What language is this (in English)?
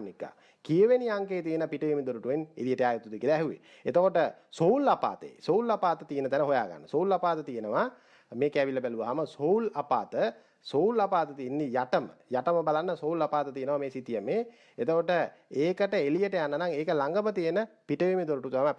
Sinhala